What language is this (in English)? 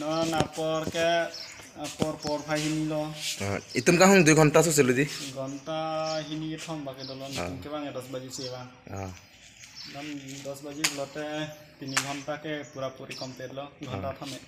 Karbi